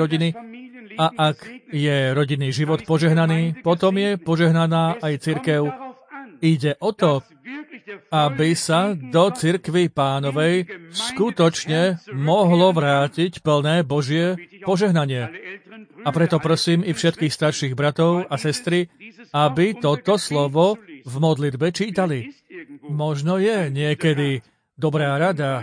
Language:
Slovak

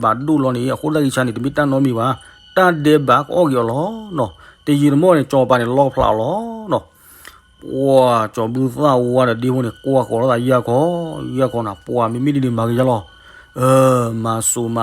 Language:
S'gaw Karen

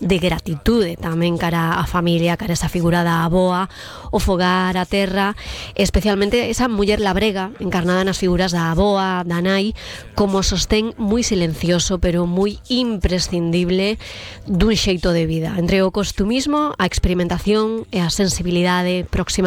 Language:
Galician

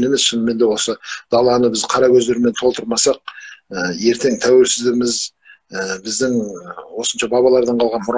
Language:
Kazakh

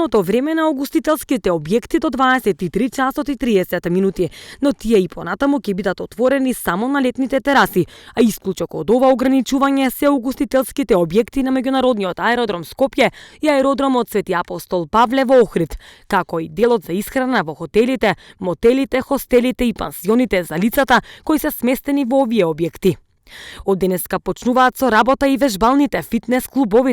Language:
Macedonian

